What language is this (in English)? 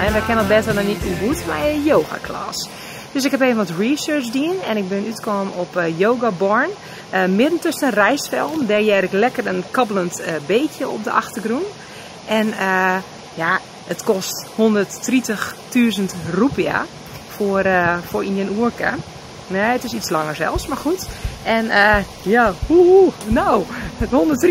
Western Frisian